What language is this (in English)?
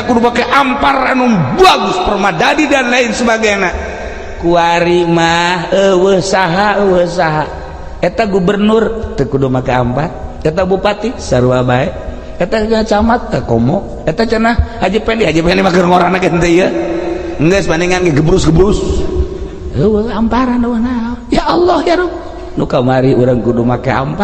Sundanese